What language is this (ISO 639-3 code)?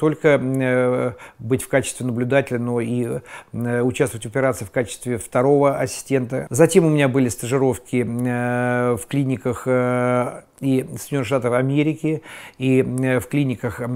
rus